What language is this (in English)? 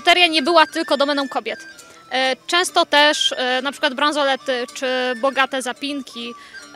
Polish